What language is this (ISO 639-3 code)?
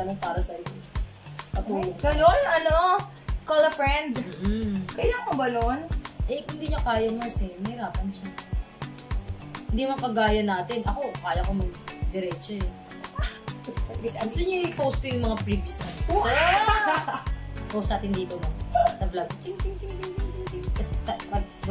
fil